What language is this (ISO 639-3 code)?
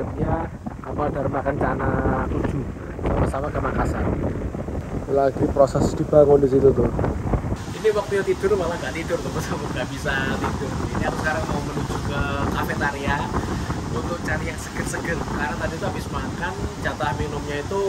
ind